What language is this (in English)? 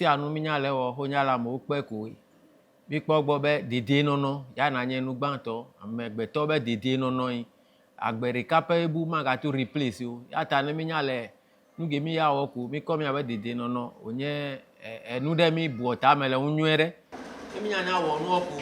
Ewe